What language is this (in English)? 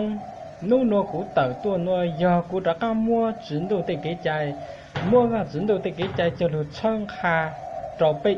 Hmong